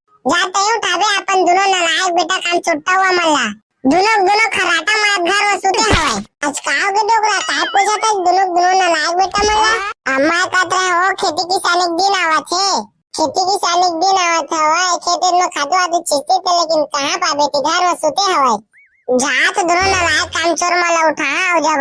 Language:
Chhattisgarhi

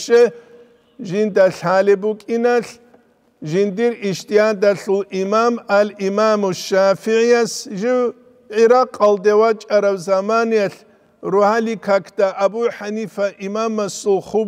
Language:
Avaric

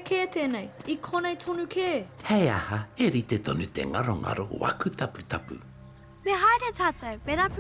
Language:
Māori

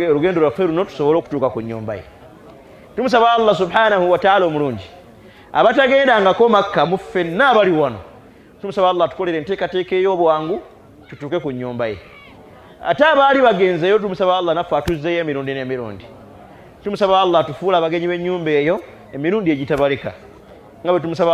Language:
Ganda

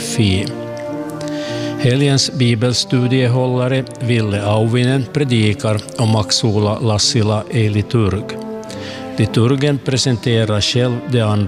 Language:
Swedish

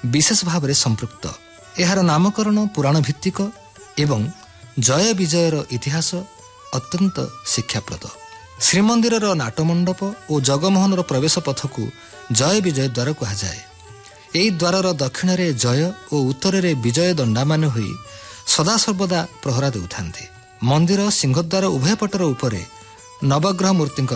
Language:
Odia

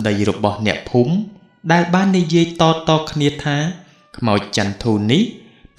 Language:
Khmer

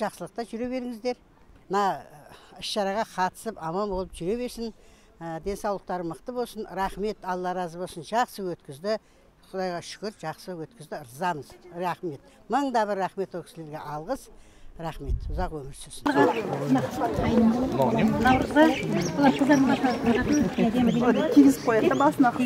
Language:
Kazakh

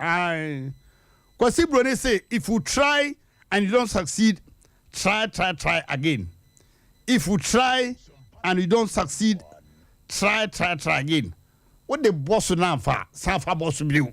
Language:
Akan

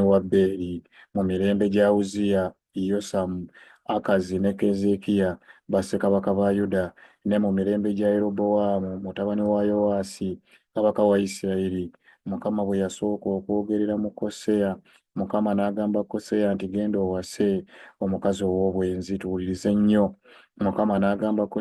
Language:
Ganda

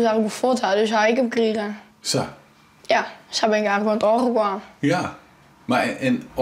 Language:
Western Frisian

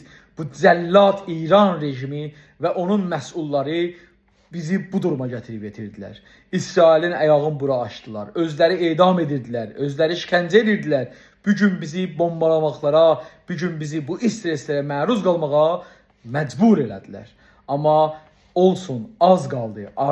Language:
South Azerbaijani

